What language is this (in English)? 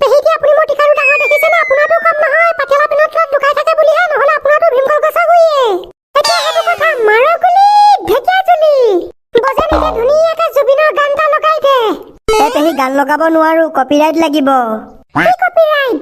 Assamese